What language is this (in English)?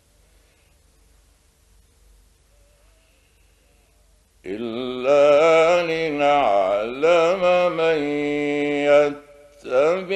Arabic